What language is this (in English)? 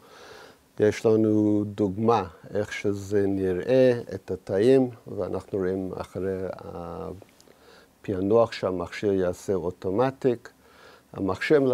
Hebrew